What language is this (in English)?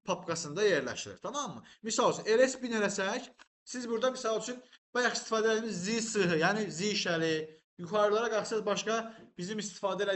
Azerbaijani